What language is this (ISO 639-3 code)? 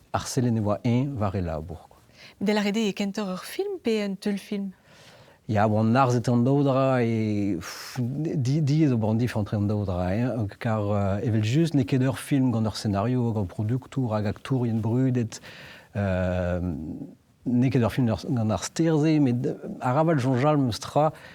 bre